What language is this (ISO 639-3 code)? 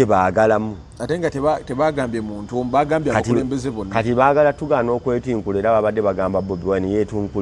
lug